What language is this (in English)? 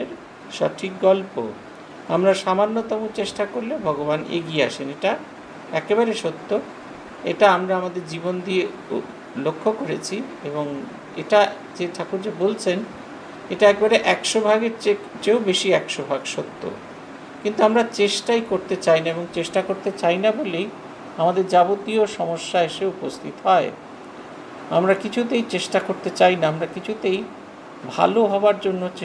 Bangla